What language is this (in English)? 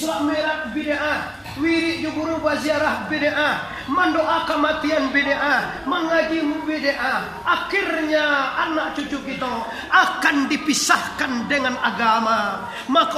Minangkabau